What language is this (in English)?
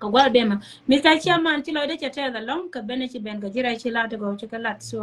Nuer